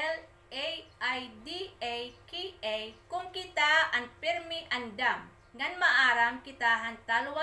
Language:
Waray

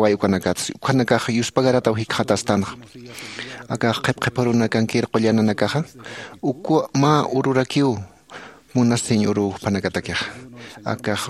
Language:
Aymara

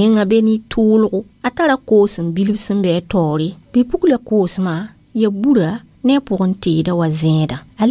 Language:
Mossi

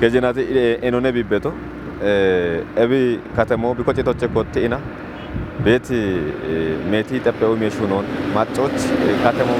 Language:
Kafa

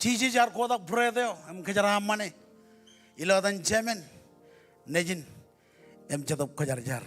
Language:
Marshallese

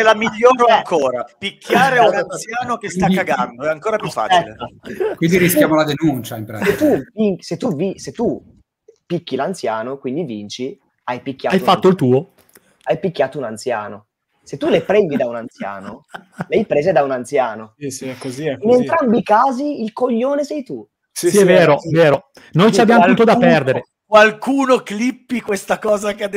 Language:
Italian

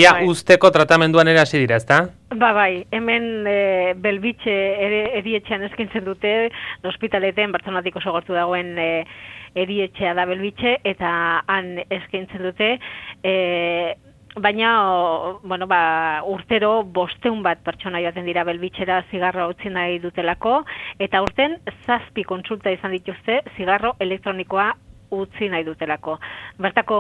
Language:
Basque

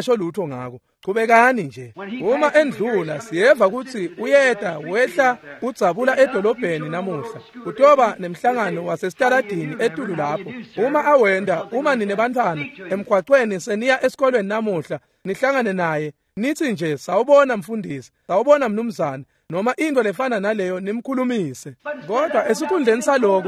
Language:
Swati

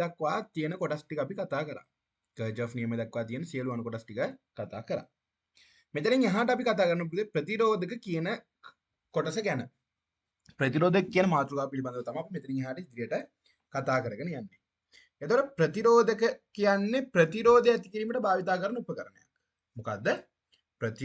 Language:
Sinhala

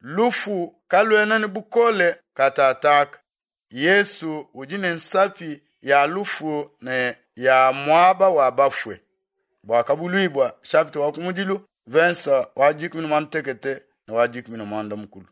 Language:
Luba-Lulua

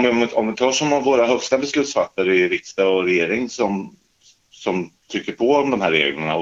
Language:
Swedish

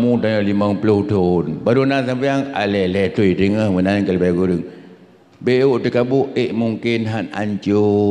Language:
Achinese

